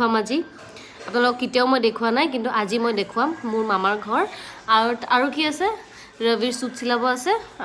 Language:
Assamese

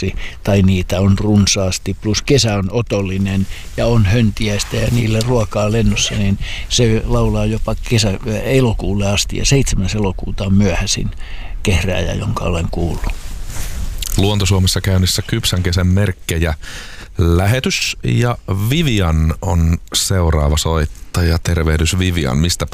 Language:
Finnish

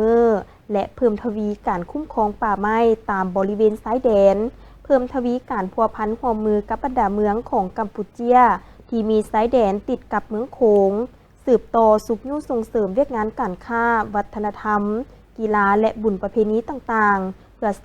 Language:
Lao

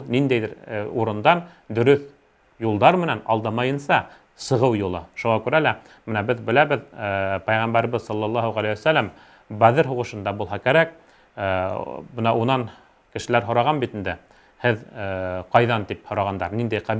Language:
Bashkir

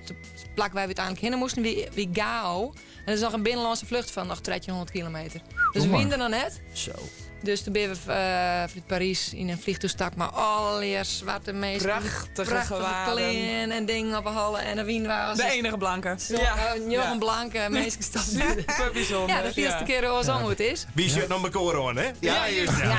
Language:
Western Frisian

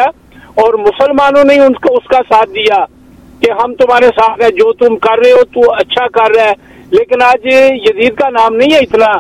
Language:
Hindi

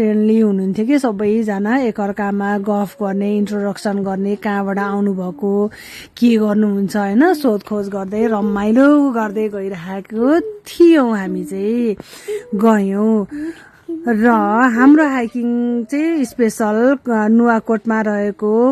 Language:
Nepali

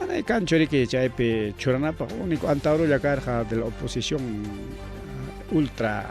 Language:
Ayacucho Quechua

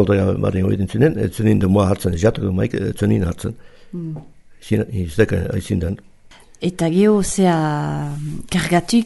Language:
Basque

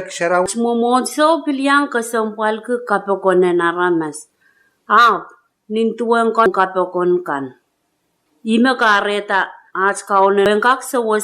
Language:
Pohnpeian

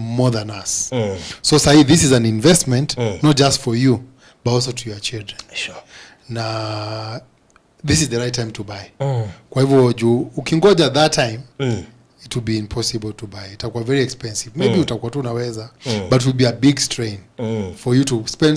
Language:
Kikuyu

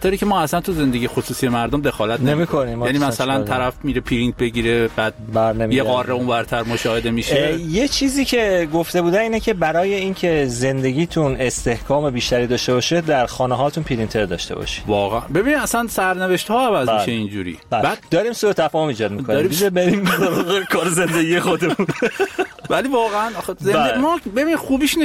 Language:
Persian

